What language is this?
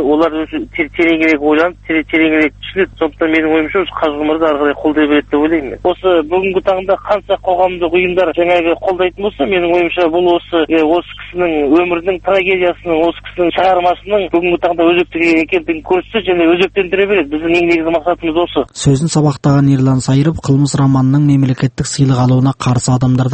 Kazakh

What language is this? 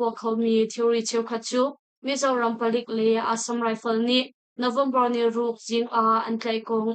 Hakha Chin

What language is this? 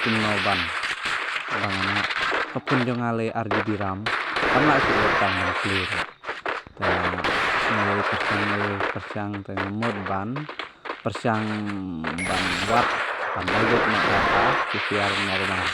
Khasi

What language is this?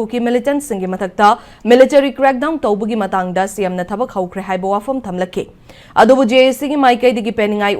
Manipuri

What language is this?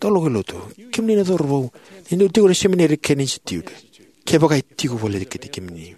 Fijian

